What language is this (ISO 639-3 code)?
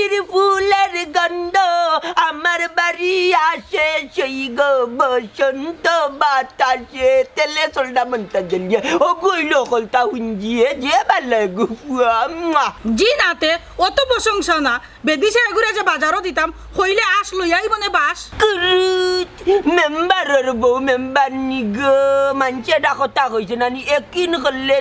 syl